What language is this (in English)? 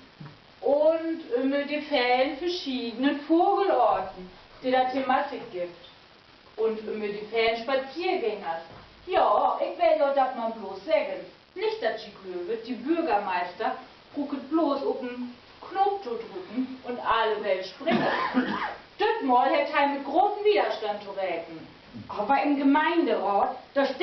Low German